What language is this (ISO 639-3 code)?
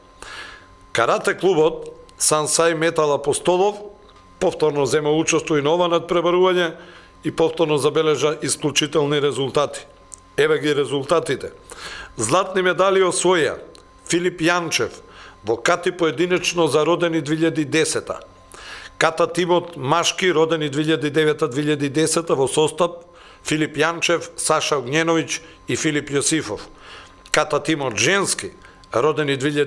mkd